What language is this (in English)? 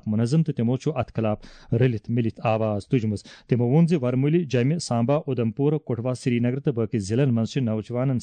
Kashmiri